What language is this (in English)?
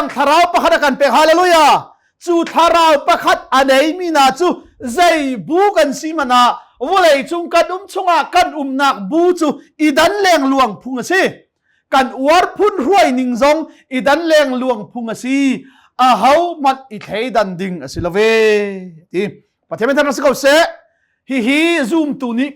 Hakha Chin